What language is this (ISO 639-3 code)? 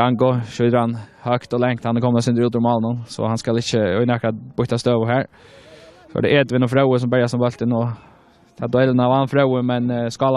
fao